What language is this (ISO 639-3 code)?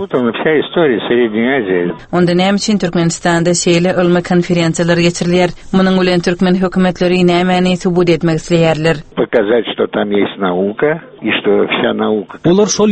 tuk